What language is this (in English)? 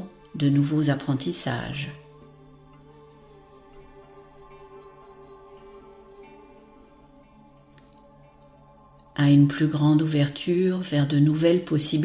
French